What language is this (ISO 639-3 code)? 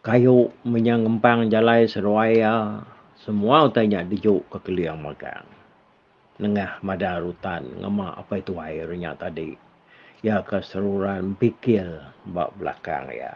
iba